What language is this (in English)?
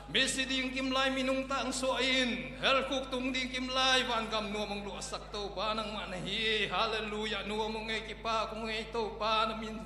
Tedim Chin